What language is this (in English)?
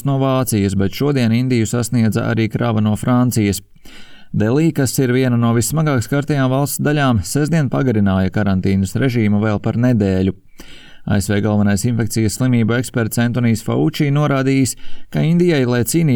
Latvian